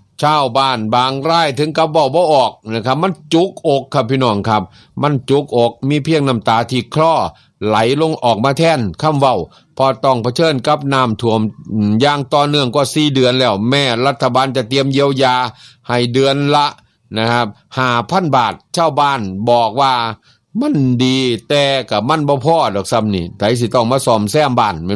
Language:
Northeastern Thai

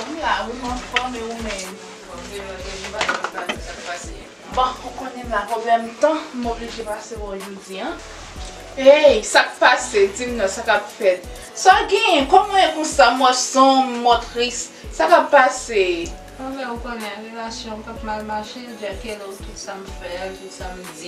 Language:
Haitian Creole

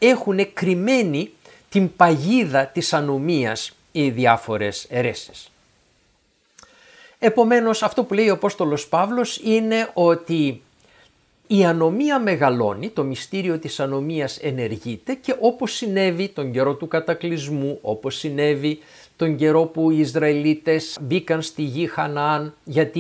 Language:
Greek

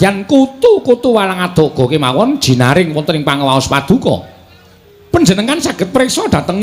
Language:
Javanese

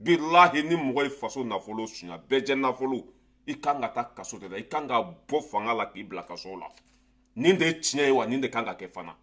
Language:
Bambara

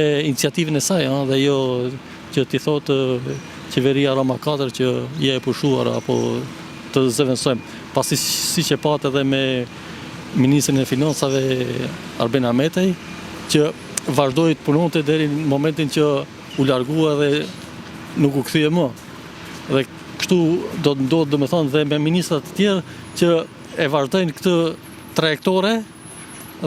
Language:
Albanian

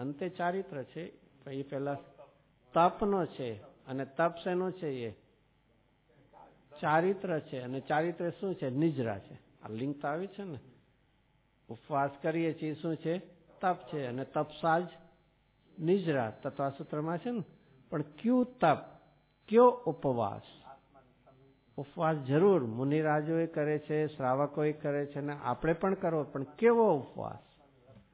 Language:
Gujarati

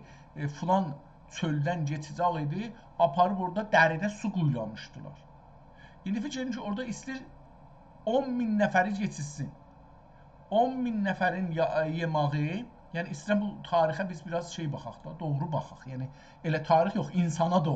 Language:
South Azerbaijani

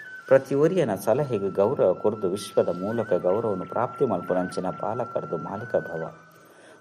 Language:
Tulu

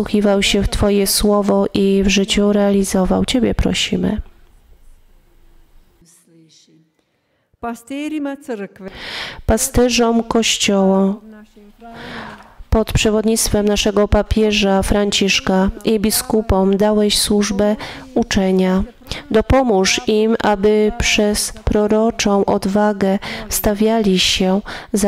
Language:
Polish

